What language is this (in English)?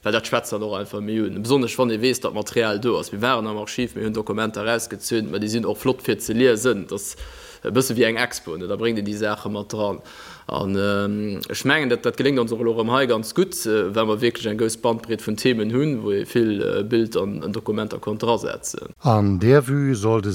Luxembourgish